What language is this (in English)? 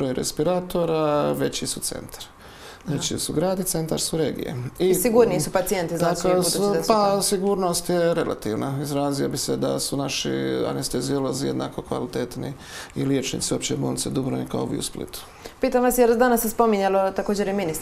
Croatian